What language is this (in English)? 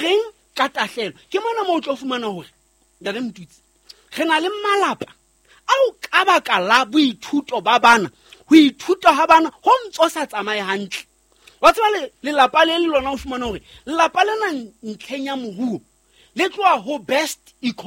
Southern Sotho